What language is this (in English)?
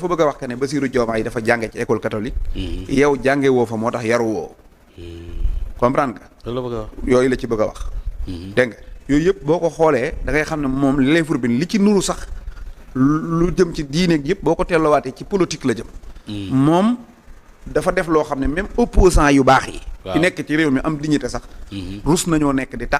Wolof